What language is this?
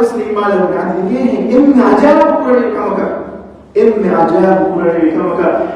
Divehi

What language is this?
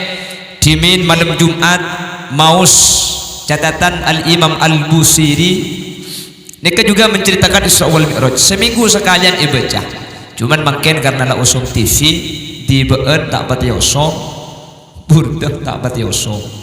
Madurese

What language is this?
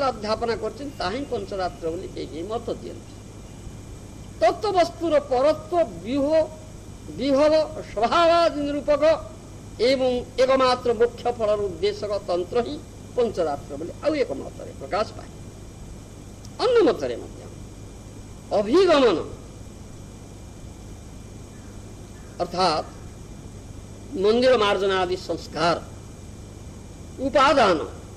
Odia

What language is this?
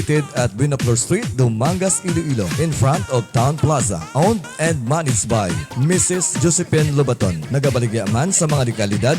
Hiligaynon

